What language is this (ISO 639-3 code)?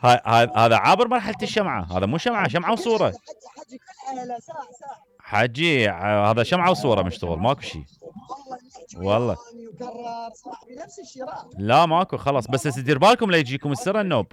acm